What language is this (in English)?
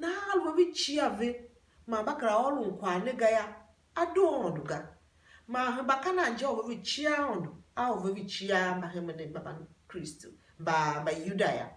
Tiv